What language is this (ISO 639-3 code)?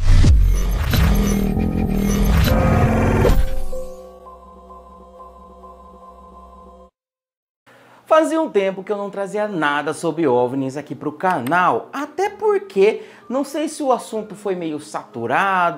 por